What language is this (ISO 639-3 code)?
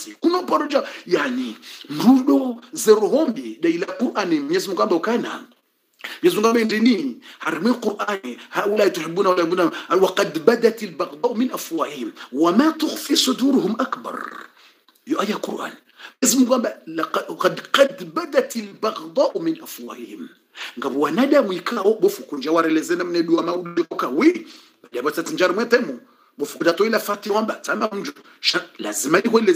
swa